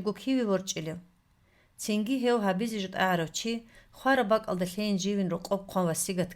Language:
Avaric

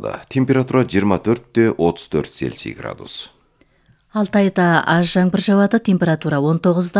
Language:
Kazakh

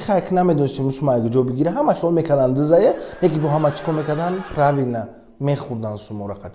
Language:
Tajik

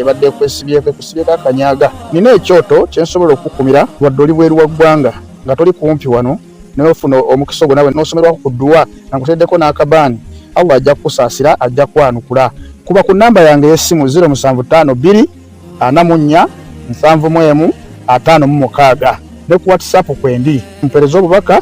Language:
Ganda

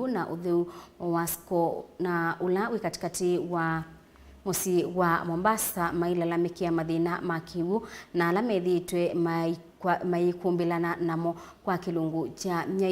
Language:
Kamba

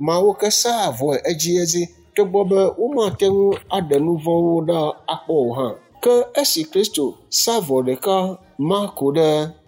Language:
Ewe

